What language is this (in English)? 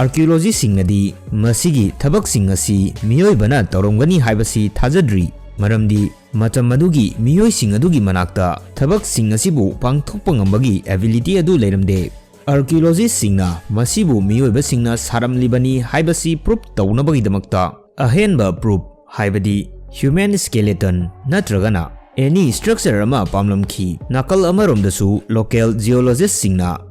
Manipuri